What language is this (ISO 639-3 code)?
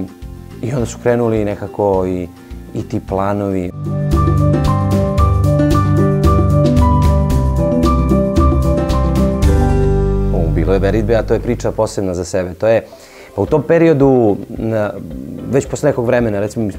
srp